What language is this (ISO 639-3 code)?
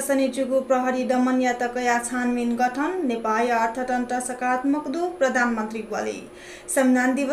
new